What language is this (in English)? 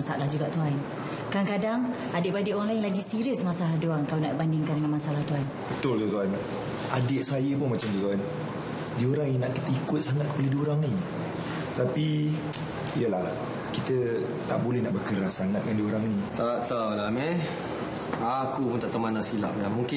Malay